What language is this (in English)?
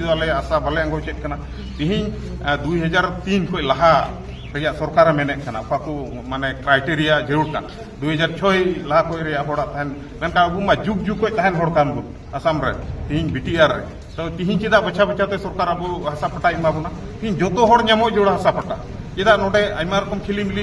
Santali